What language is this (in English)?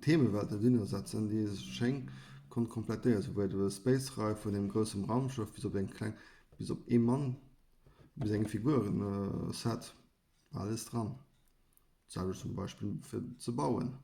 Luxembourgish